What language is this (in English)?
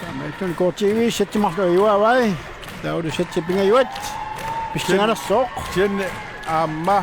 Kalaallisut